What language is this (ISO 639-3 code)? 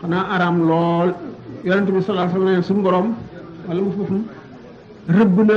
wol